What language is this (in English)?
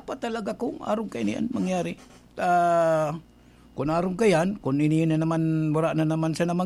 Bikol